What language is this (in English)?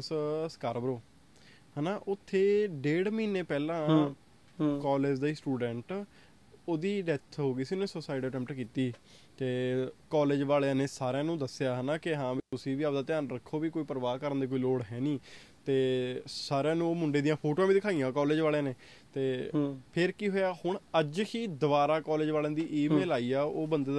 Punjabi